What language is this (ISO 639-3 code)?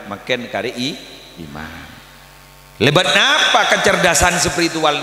mad